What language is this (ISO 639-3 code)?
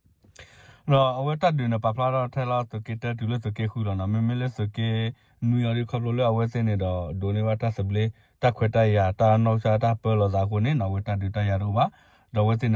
ksw